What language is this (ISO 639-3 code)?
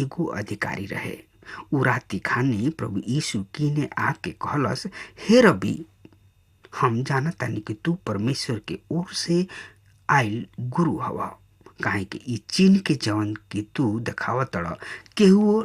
bho